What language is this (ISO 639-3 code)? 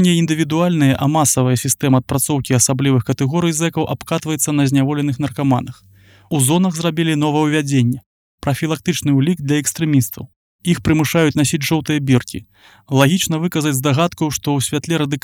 bel